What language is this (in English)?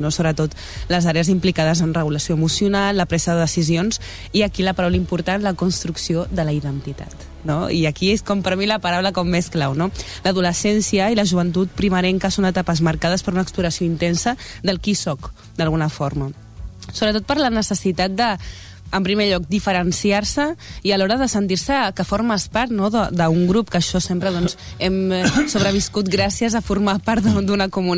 Catalan